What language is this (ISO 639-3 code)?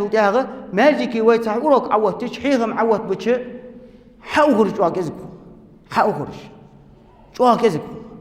inh